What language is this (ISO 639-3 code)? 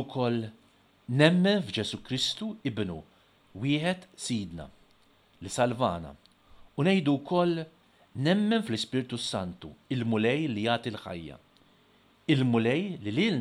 mlt